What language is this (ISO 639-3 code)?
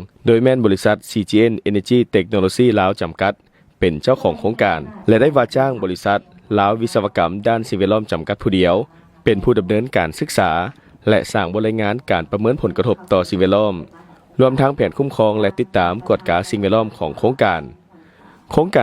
lao